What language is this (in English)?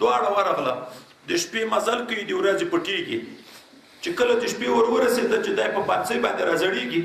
Pashto